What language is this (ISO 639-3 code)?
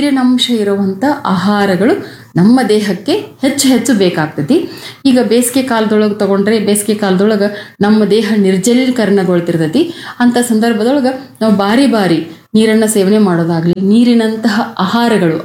kan